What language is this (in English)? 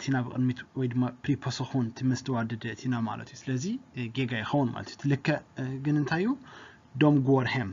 Tigrinya